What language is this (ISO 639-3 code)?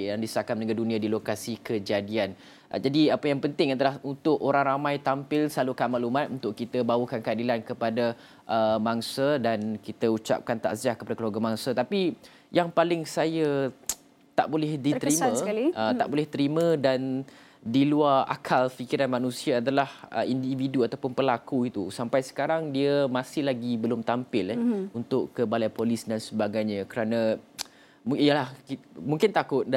msa